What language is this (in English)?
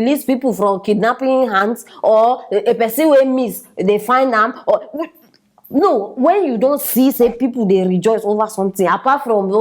Nigerian Pidgin